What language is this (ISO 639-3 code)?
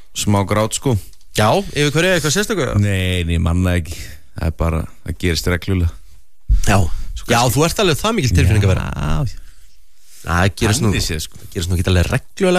isl